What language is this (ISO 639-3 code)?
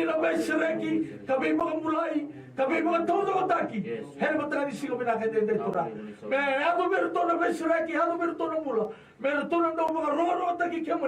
fij